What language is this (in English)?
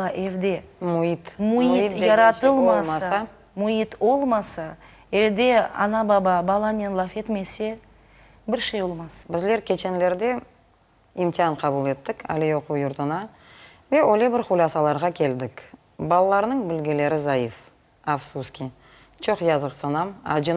Crimean Tatar